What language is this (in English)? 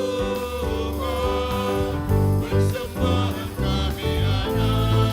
Batak Karo